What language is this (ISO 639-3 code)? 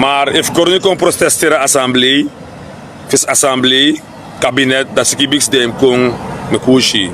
srn